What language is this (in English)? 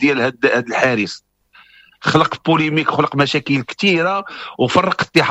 Moroccan Arabic